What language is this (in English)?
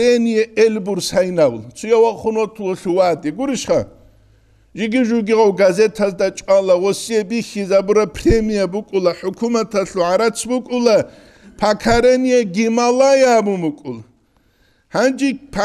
Avaric